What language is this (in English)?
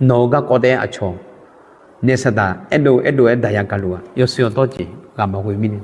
Akha